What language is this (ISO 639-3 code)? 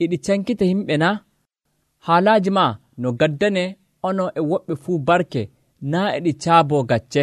fuv